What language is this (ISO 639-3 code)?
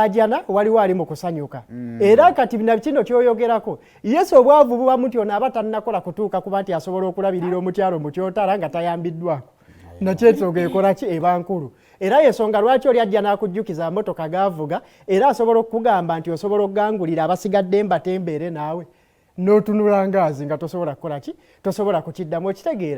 lug